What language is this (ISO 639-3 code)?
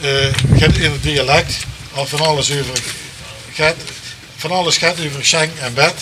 lim